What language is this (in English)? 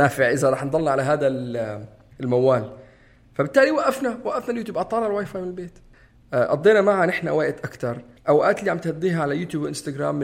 North Levantine Arabic